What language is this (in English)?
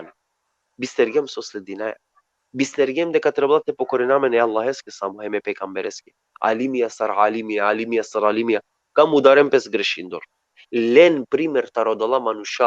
Balkan Romani